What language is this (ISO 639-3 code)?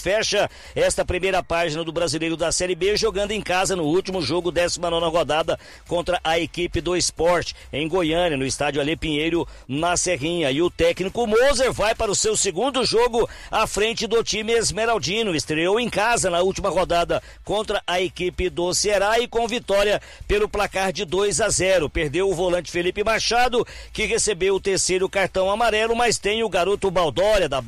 por